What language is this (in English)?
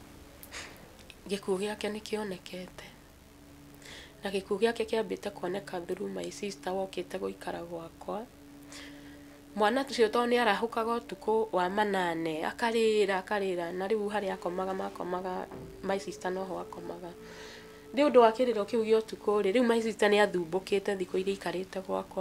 Kikuyu